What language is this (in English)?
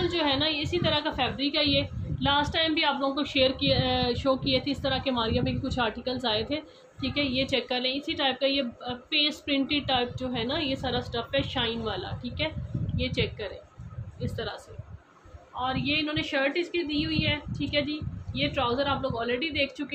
Hindi